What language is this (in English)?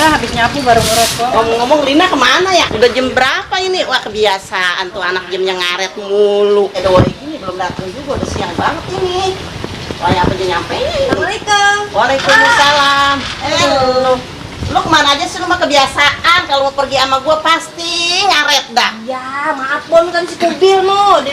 Betawi